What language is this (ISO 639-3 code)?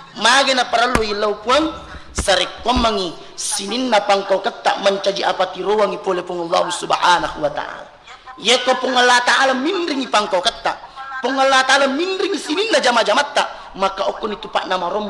bug